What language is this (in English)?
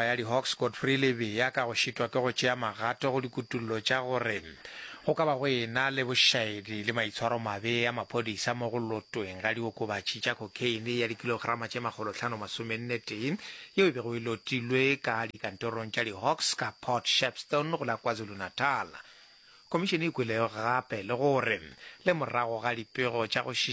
Northern Sotho